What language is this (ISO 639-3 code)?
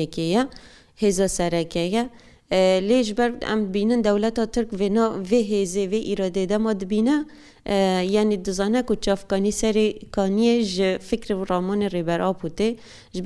kur